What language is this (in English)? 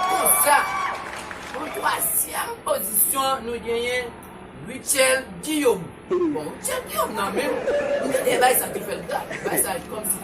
Haitian Creole